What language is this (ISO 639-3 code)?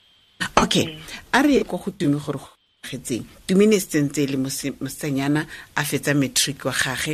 tsn